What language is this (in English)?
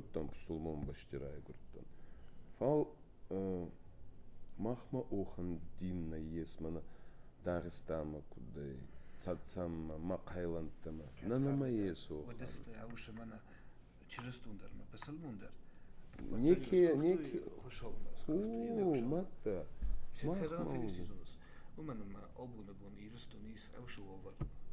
Ossetic